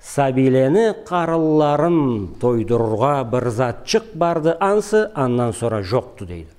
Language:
Karachay-Balkar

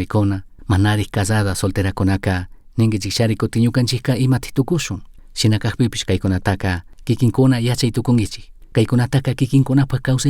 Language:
Chimborazo Highland Quichua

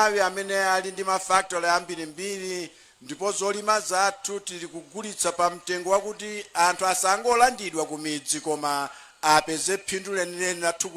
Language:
Nyanja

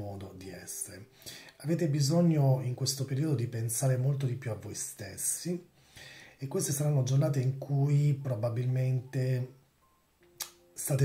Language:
Italian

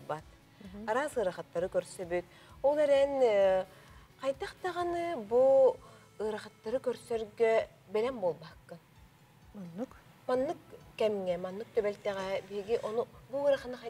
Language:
Yakut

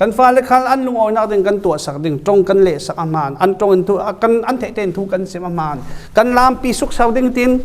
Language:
Falam Chin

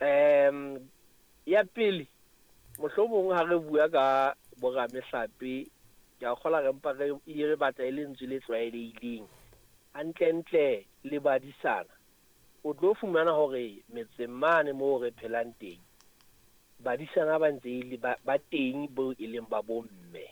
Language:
Southern Sotho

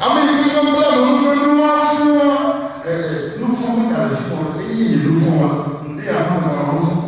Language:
Ewe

